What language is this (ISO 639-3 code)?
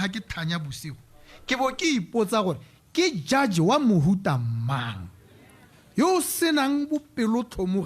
tsn